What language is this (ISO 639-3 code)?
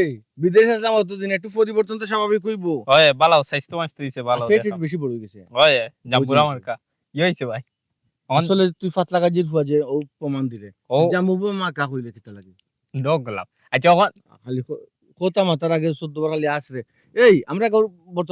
syl